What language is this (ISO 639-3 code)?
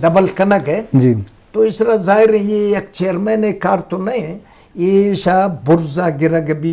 bgp